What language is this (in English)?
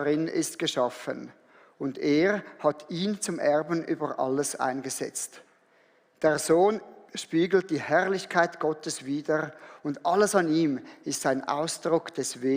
Swiss German